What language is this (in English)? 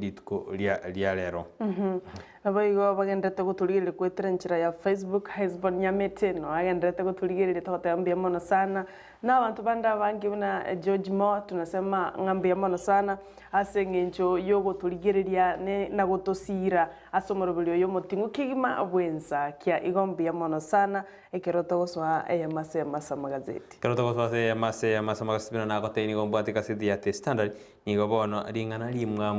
Gusii